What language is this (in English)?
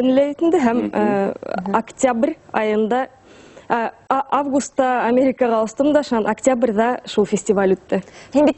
Bashkir